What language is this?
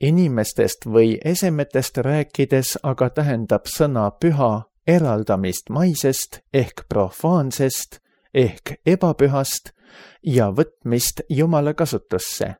Estonian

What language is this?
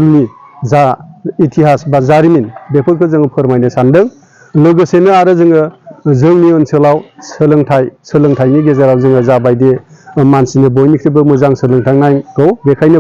Bodo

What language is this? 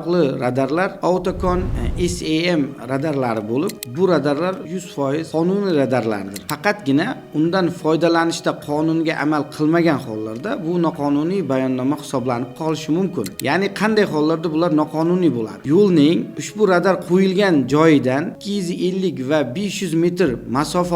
Uzbek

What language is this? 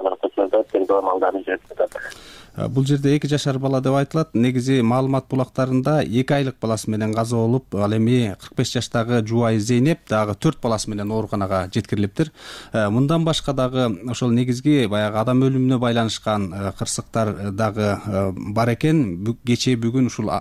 Kyrgyz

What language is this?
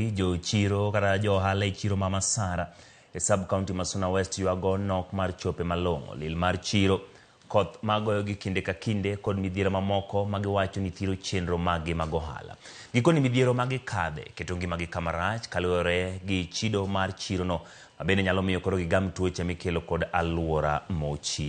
Luo (Kenya and Tanzania)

